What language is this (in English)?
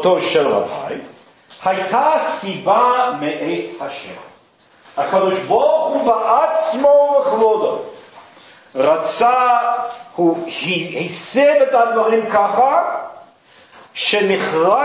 Hebrew